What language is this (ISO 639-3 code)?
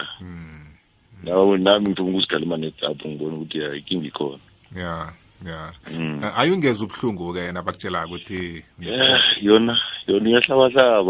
nbl